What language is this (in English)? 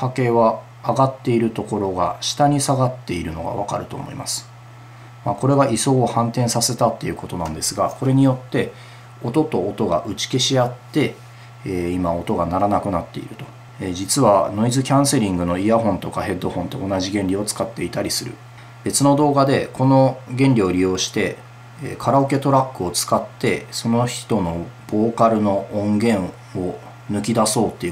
Japanese